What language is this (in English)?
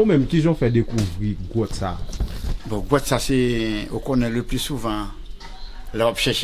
Haitian Creole